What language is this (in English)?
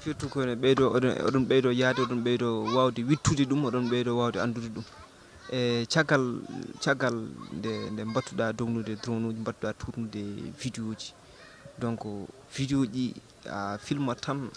Fula